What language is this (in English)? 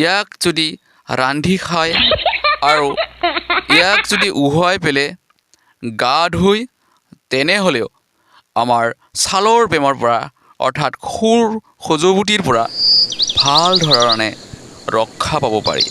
Assamese